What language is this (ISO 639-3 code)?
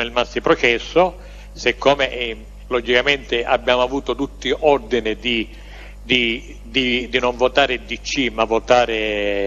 ita